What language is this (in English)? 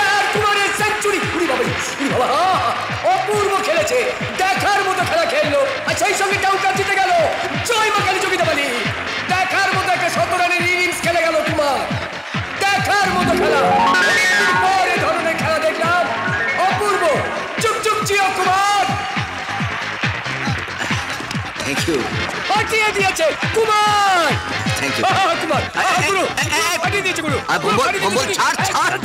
Bangla